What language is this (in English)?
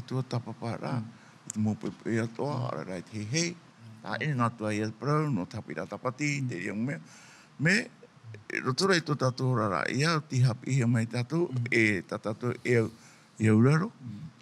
Tahitian